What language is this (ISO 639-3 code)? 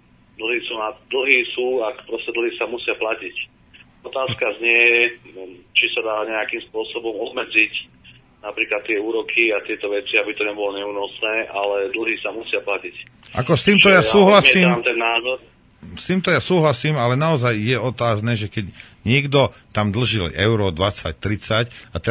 slk